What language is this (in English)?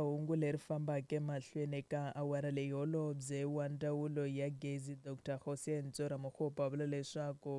Tsonga